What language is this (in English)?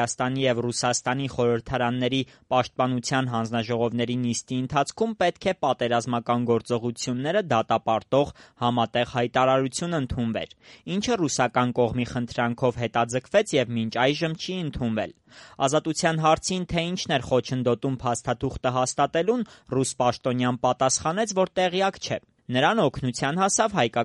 Armenian